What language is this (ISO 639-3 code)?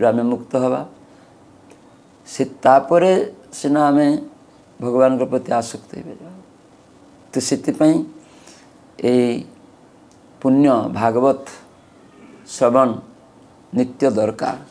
ori